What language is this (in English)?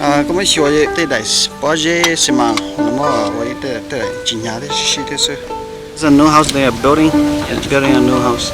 Hmong